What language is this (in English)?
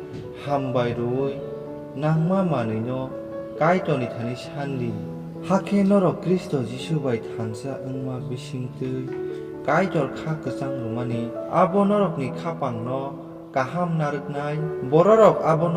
Kok Borok